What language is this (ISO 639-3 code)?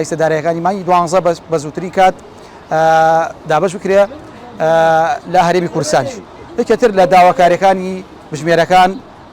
ckb